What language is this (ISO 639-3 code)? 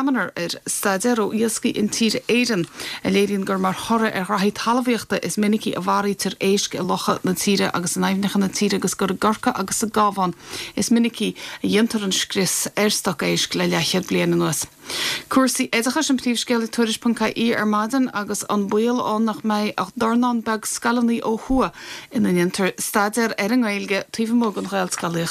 gle